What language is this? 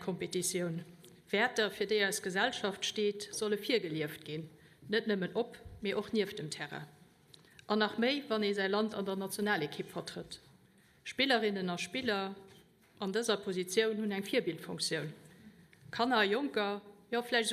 Luxembourgish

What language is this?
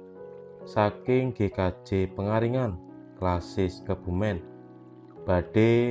Javanese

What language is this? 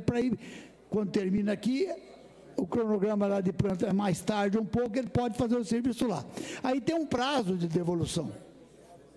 Portuguese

